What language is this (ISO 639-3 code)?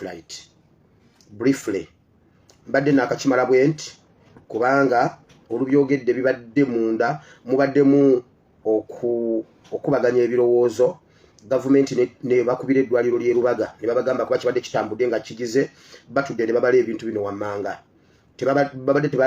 lug